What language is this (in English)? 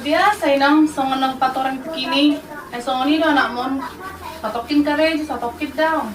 Batak Toba